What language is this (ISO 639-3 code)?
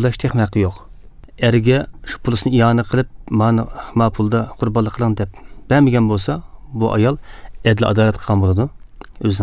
uig